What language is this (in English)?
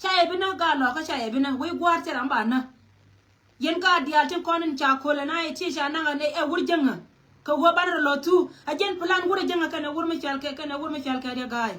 Nuer